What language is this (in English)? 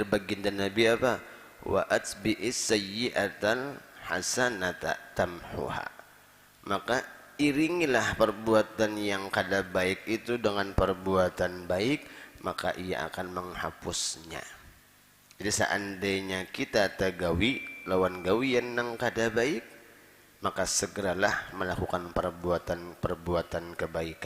Banjar